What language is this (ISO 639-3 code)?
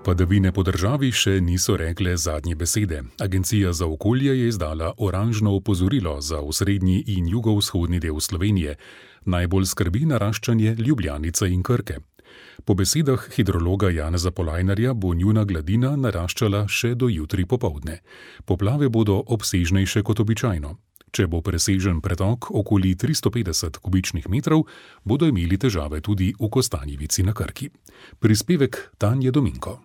slv